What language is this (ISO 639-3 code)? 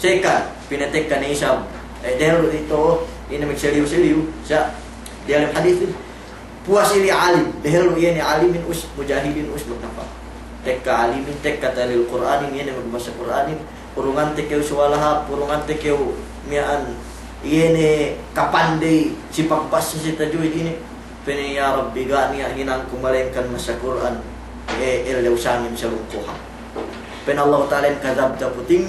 yka